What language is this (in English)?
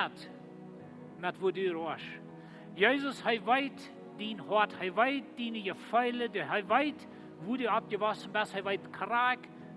Plautdietsch